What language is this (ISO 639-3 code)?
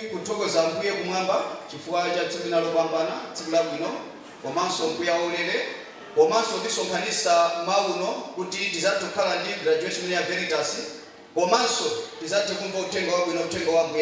nya